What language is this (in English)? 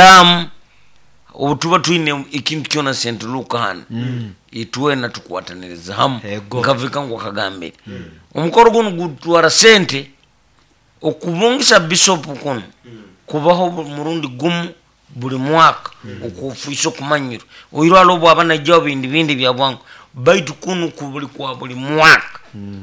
Nyoro